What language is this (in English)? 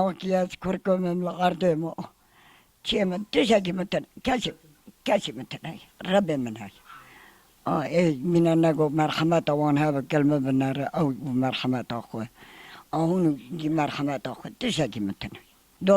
Kurdish